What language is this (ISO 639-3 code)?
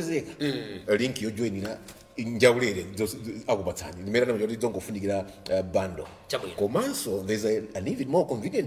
nya